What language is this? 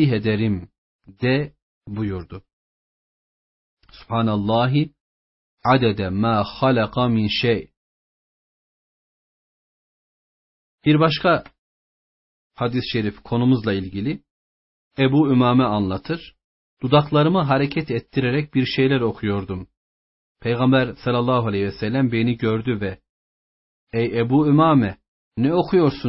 Turkish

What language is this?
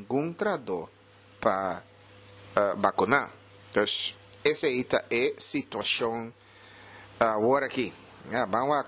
Papiamento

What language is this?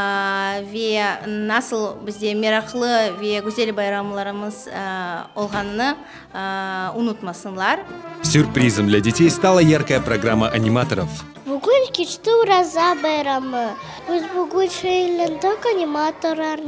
Crimean Tatar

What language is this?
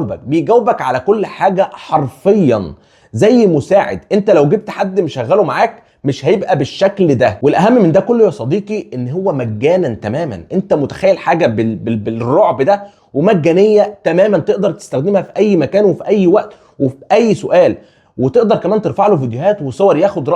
Egyptian Arabic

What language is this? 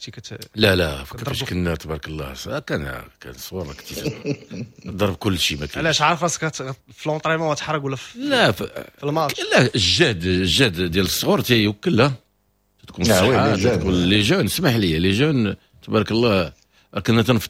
Moroccan Arabic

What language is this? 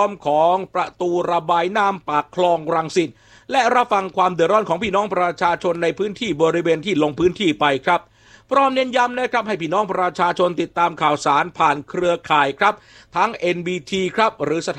Thai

